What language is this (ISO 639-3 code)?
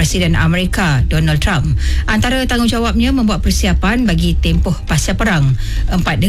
msa